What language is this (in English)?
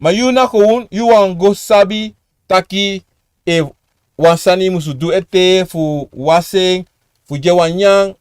Sranan Tongo